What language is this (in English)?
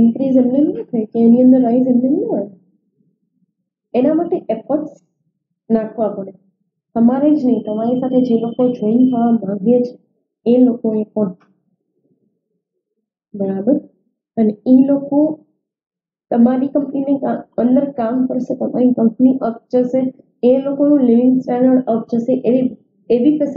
Gujarati